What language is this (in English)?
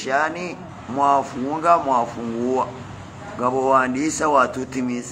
Swahili